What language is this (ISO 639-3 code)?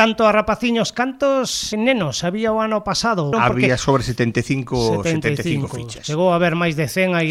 glg